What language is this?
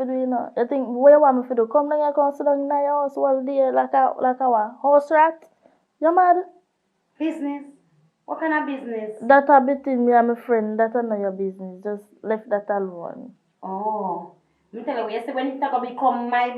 Jamaican Creole English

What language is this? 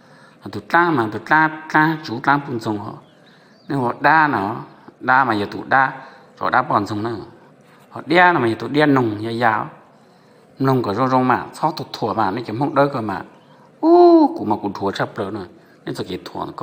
Hmong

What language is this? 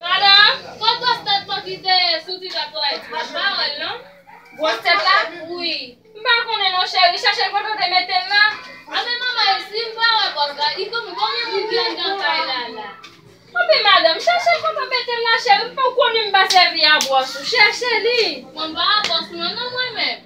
Haitian Creole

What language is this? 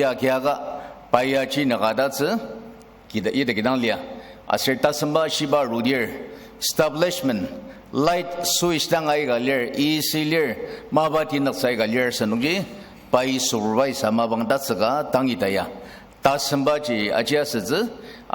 Ao Naga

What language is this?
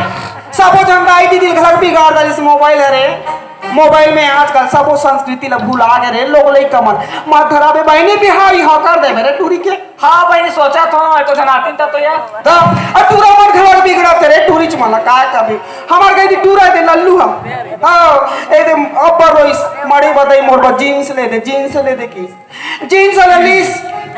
Chhattisgarhi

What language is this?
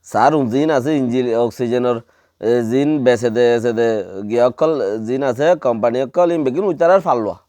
Rohingya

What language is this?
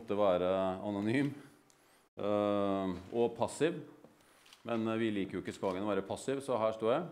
Norwegian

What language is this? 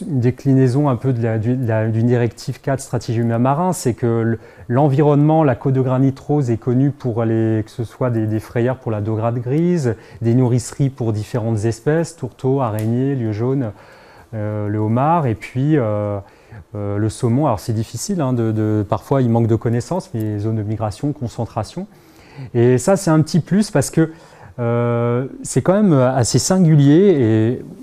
French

